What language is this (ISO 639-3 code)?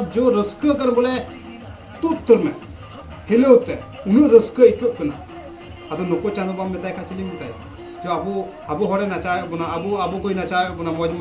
sat